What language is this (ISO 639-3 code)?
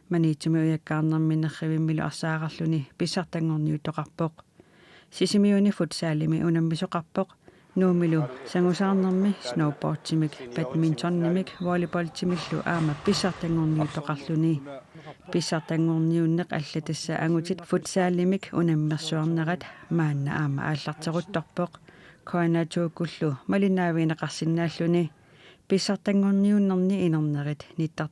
kal